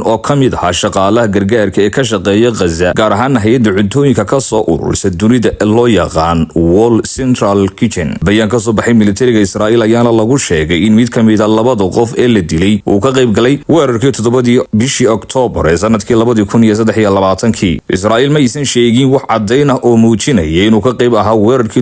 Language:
Somali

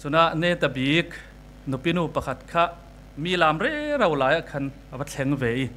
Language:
Falam Chin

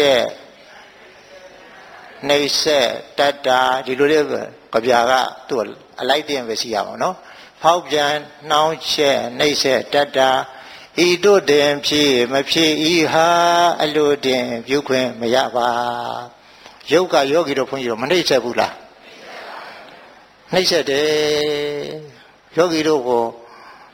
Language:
Burmese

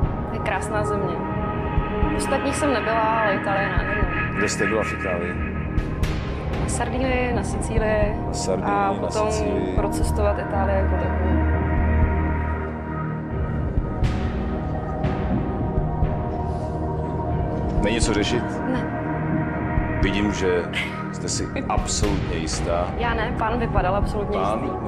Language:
Czech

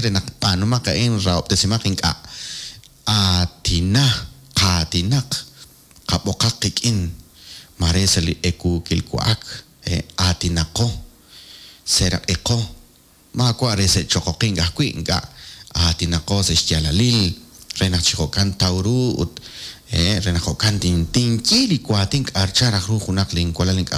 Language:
Kekchí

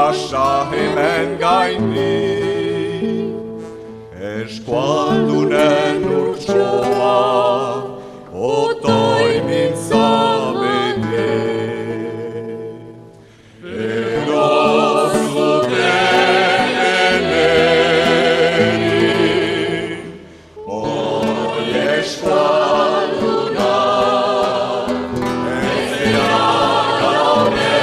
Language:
Basque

